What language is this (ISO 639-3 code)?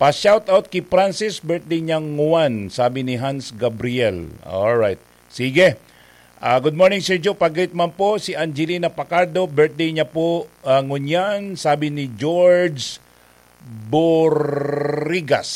bik